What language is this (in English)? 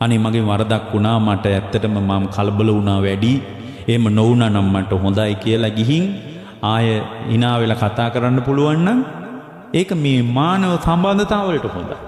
Sinhala